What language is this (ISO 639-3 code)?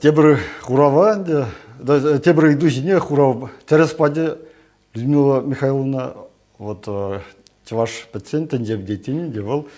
chv